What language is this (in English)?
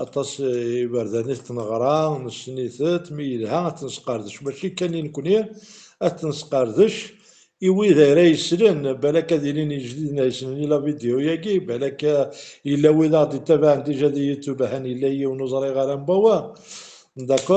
Kabyle